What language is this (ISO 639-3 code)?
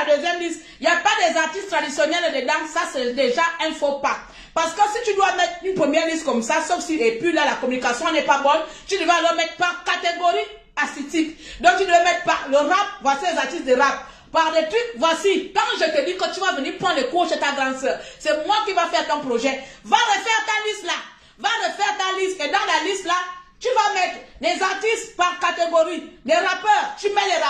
fra